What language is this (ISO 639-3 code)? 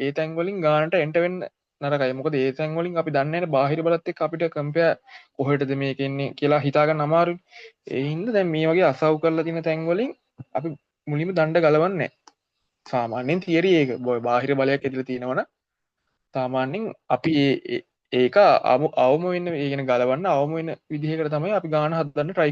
sin